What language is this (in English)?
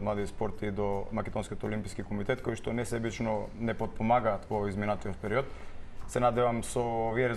Macedonian